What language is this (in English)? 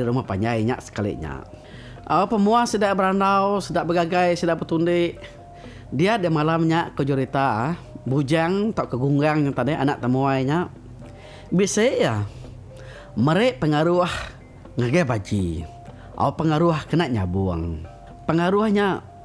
Iban